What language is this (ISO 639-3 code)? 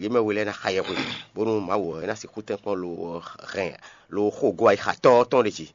fon